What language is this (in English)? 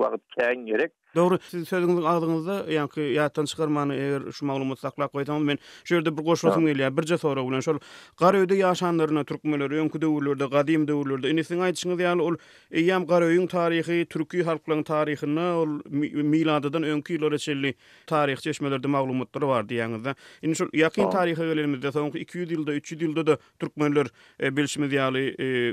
Turkmen